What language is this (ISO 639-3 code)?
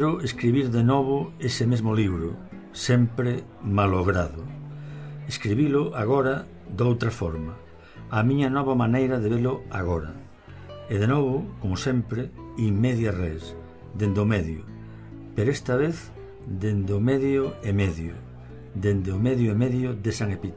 glg